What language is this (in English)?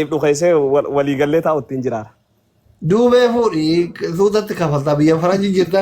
Oromo